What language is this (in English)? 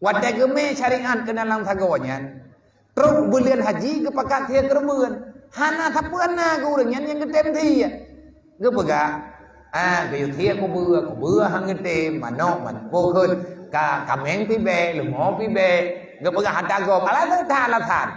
Achinese